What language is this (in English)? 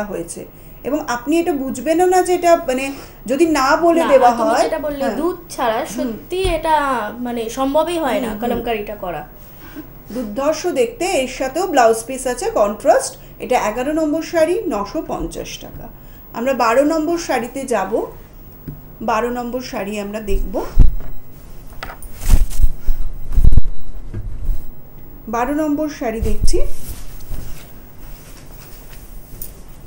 Bangla